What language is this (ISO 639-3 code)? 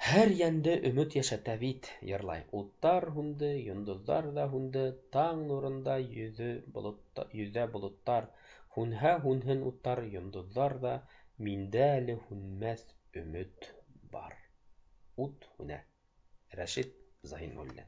bak